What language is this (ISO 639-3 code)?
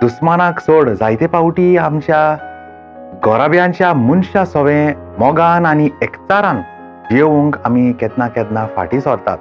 kok